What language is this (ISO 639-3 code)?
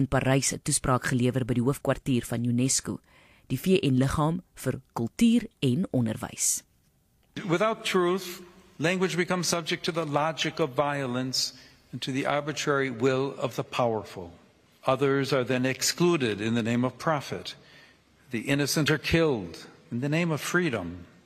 afr